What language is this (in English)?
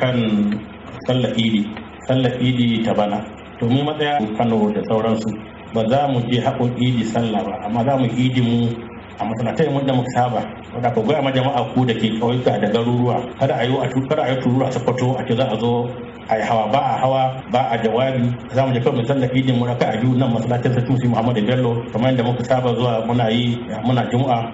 Hausa